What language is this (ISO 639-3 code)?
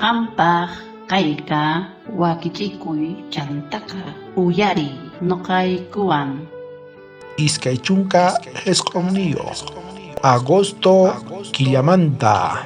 quh